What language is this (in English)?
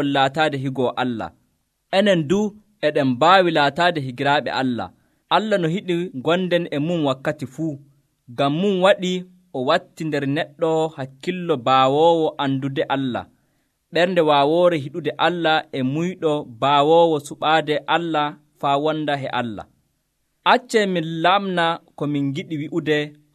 Nigerian Fulfulde